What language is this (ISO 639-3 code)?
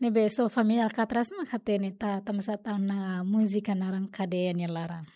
tet